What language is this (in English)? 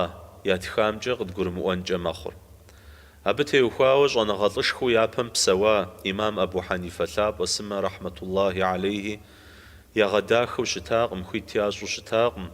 Kabardian